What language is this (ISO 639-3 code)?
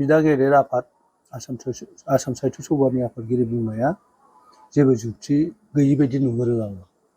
brx